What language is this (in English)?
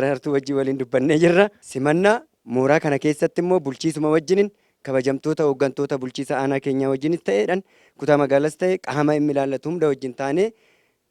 Oromo